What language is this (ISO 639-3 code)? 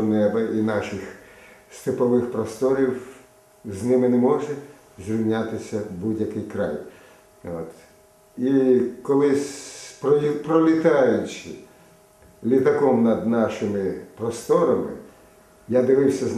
ukr